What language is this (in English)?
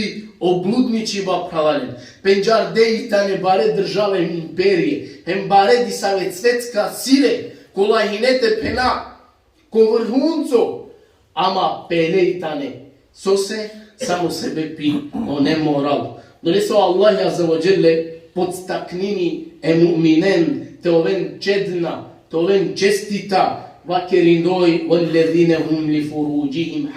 Balkan Romani